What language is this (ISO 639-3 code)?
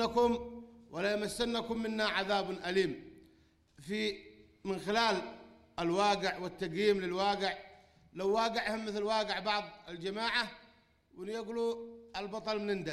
ara